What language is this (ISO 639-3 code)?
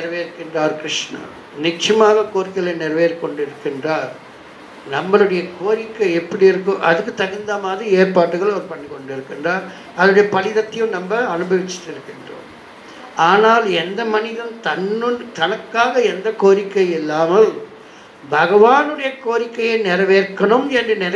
tam